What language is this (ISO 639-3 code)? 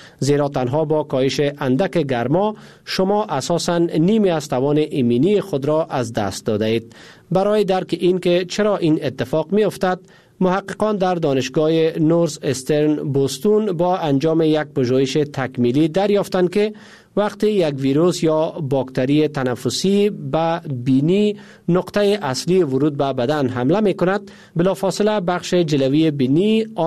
fas